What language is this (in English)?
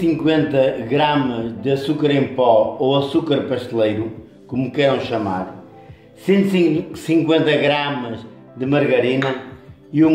Portuguese